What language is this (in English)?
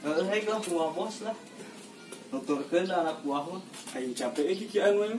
Sundanese